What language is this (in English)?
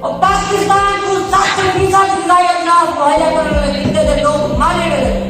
Saraiki